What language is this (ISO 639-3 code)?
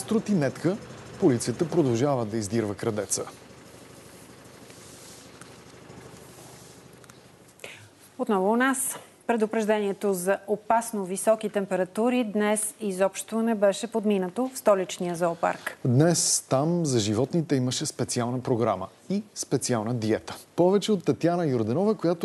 bul